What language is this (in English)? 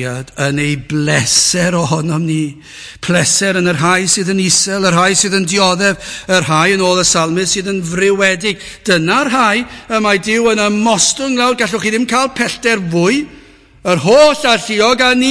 Welsh